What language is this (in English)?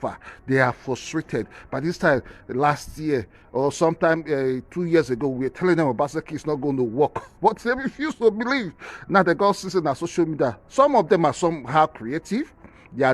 Nigerian Pidgin